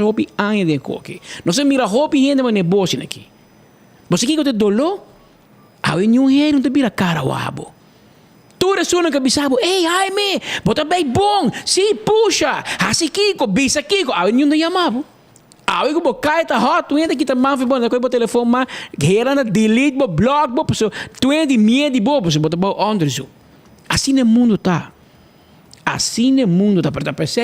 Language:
Papiamento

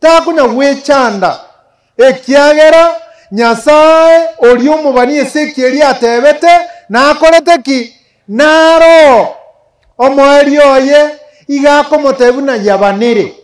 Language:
Gusii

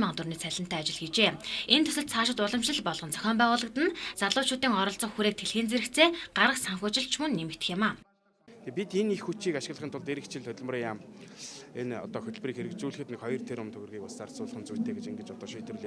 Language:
Mongolian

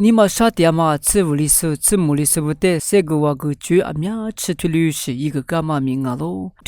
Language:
Lisu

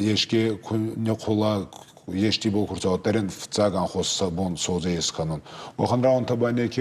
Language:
Ossetic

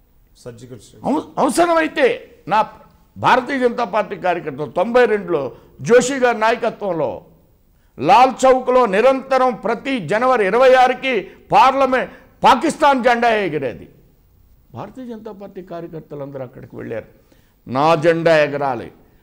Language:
Telugu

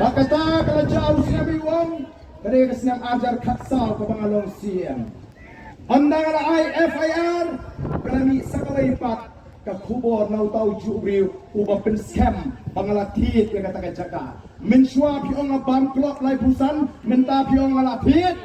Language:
Khasi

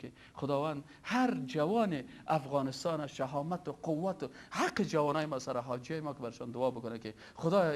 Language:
Persian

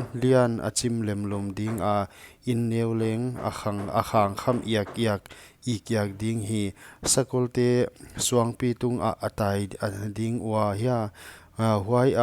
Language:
Paite Chin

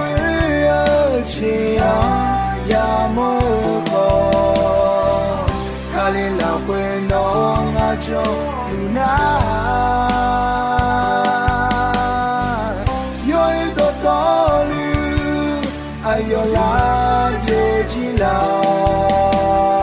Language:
Akha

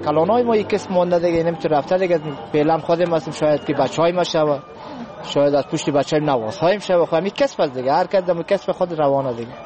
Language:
Persian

